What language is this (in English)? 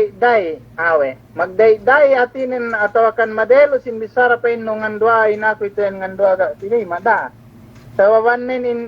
Yakan